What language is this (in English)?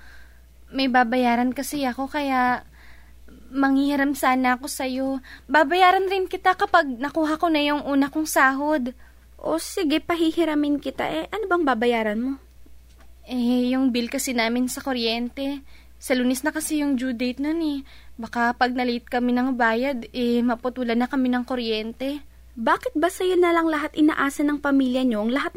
Filipino